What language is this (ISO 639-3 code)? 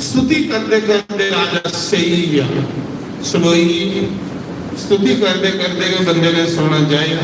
doi